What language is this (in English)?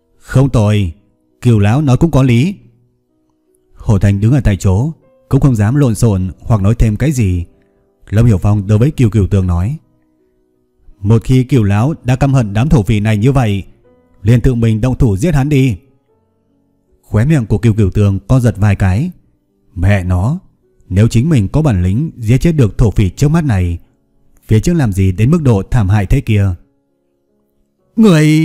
Vietnamese